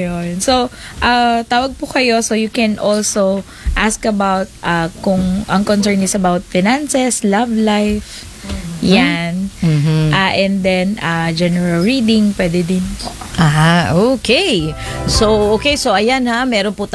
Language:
Filipino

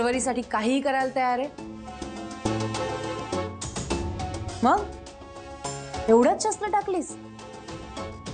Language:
Marathi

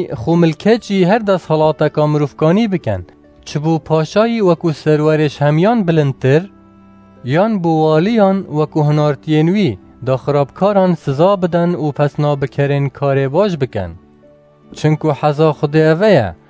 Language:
Kurdish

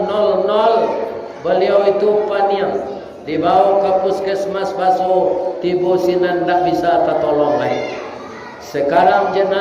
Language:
Minangkabau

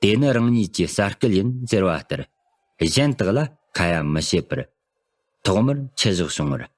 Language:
Tibetan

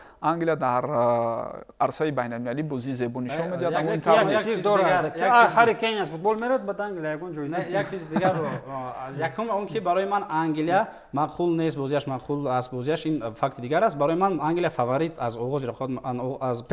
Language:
Tajik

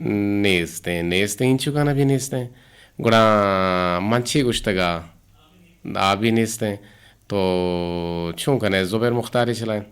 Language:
Eastern Balochi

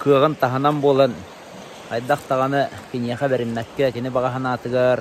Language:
Yakut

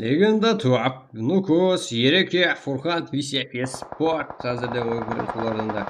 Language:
Kara-Kalpak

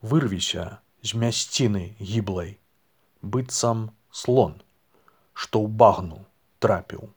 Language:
Belarusian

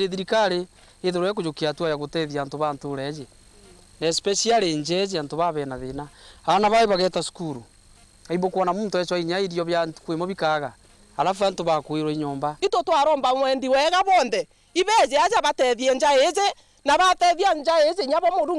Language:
Meru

